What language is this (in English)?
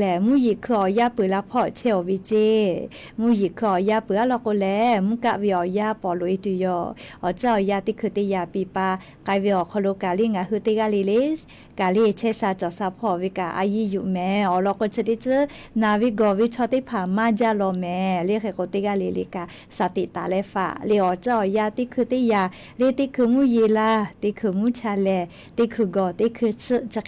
Lahu